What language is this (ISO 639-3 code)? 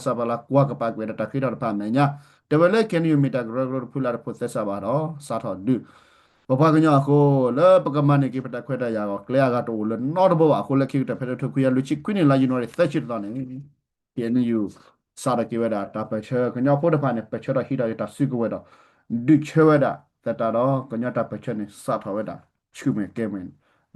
ksw